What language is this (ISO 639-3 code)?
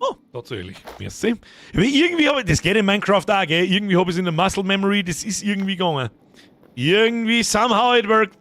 bar